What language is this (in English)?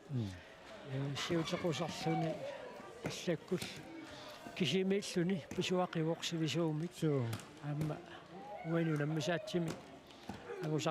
Kalaallisut